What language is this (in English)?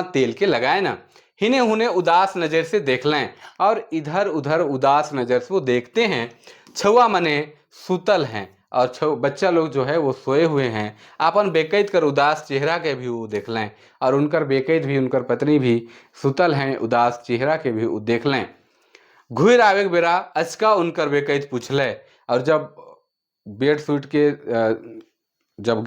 Sadri